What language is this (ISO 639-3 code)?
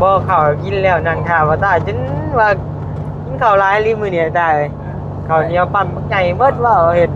lao